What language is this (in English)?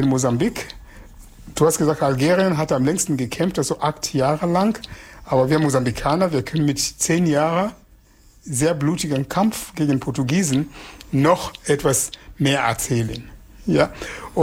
German